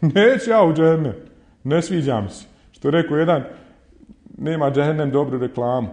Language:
Bosnian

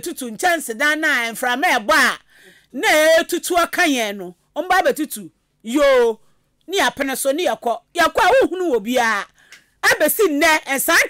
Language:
Akan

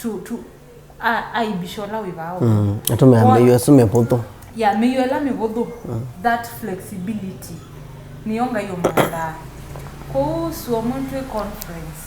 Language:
Kamba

